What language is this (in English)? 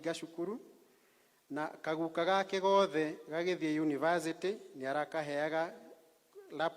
Kikuyu